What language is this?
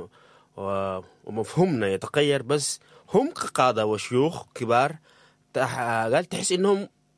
Sudanese Arabic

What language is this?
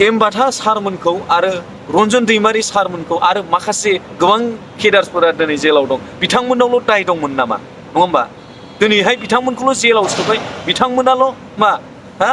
Bodo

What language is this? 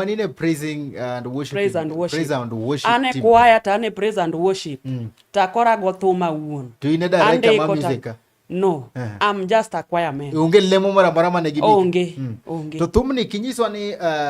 Luo (Kenya and Tanzania)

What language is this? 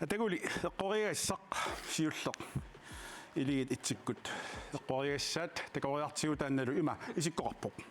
Kalaallisut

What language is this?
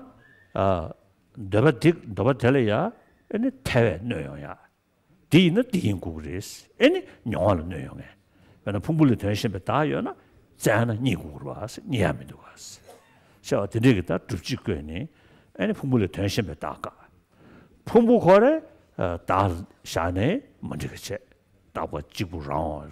Tibetan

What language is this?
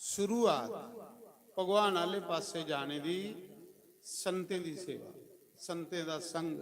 Dogri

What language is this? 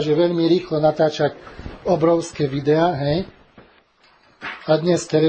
Slovak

